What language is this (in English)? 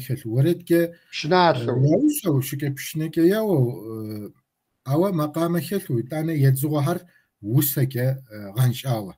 Kabardian